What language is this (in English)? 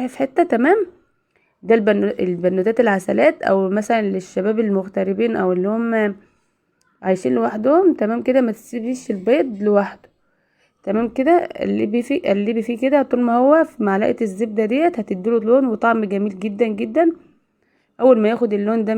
Egyptian Arabic